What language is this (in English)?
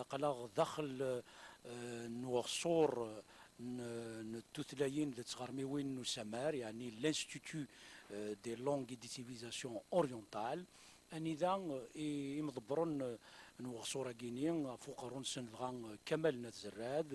Kabyle